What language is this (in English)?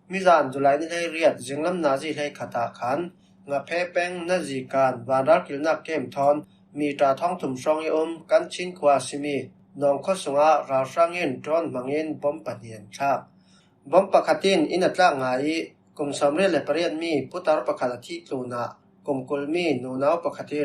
Falam Chin